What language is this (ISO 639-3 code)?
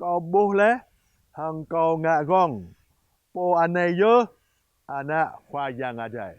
jra